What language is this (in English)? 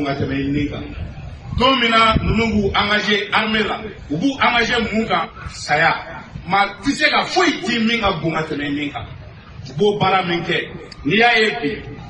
Bambara